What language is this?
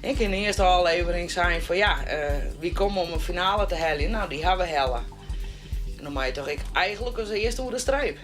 Western Frisian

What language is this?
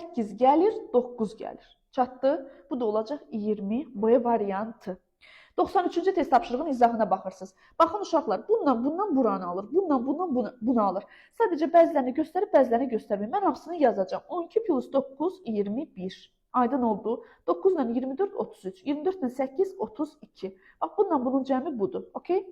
Azerbaijani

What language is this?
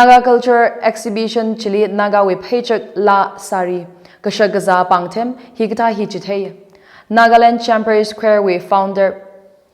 Tangkhul Naga (India)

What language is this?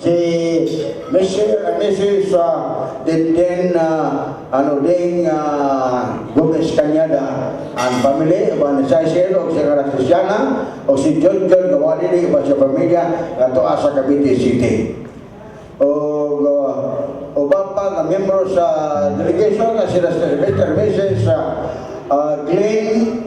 Cebuano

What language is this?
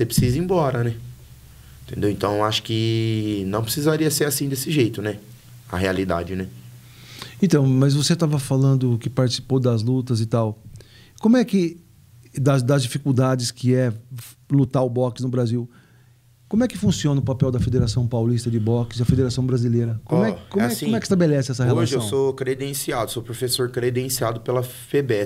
Portuguese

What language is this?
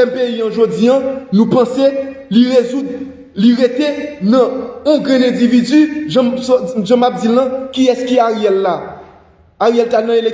Haitian Creole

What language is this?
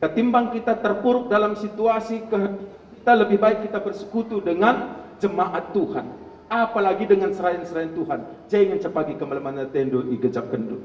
Batak Karo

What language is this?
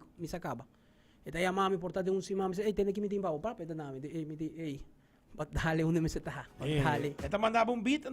Papiamento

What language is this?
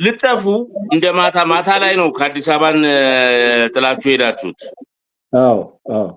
Amharic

